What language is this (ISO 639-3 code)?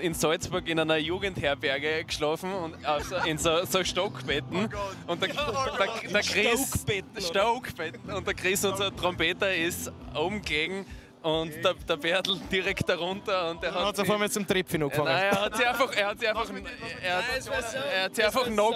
bar